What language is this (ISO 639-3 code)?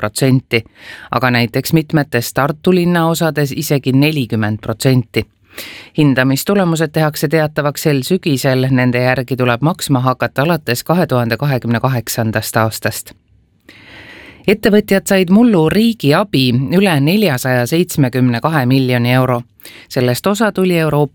est